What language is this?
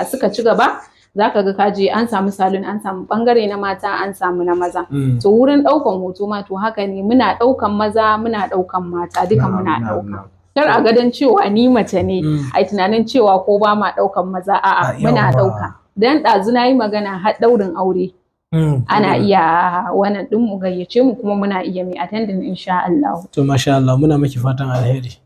Hausa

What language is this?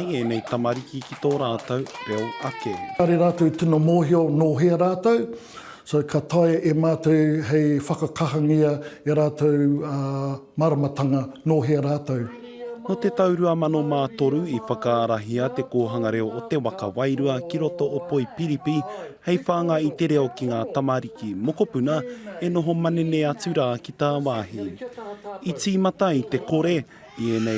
Māori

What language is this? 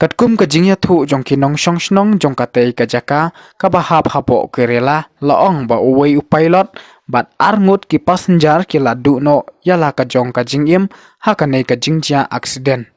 Khasi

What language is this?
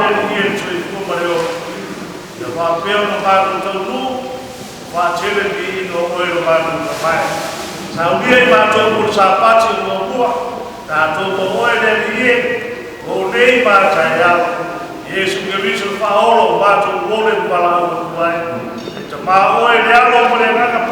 Samoan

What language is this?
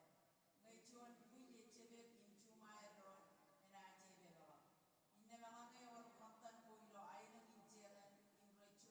Marshallese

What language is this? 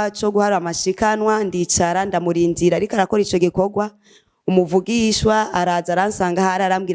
Rundi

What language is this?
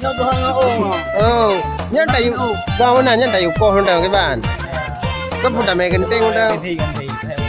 Achinese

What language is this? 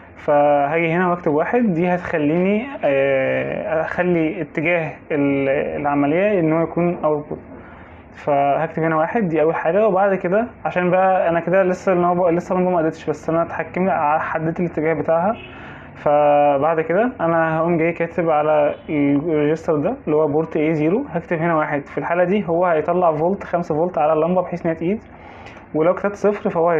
Egyptian Arabic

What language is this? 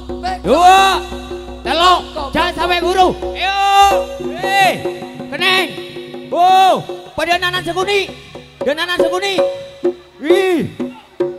Indonesian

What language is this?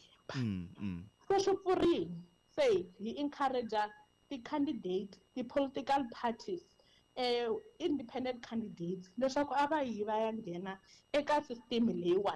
Tsonga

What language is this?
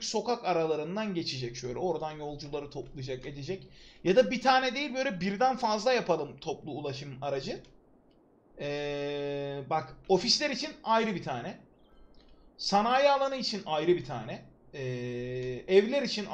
Turkish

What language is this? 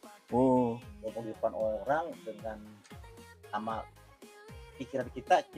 Betawi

